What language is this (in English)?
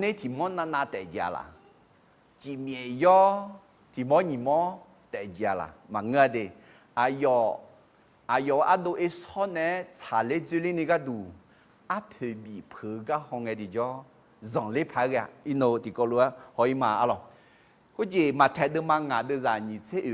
Akha